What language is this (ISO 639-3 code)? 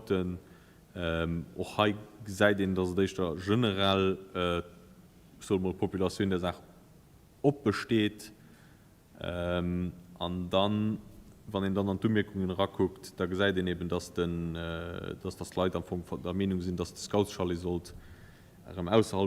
ltz